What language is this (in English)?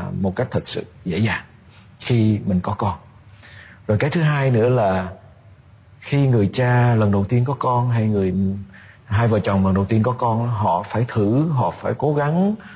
Vietnamese